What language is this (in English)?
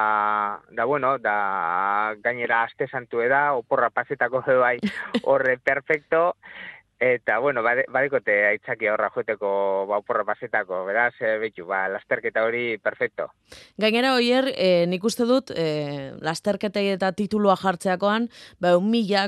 Basque